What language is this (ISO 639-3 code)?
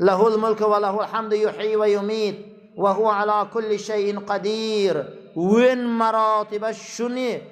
tgk